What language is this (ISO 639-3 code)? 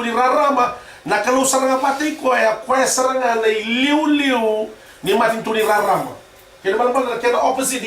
fij